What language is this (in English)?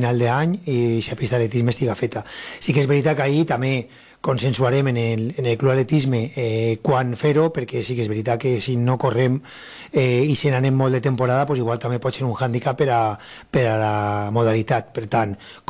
Catalan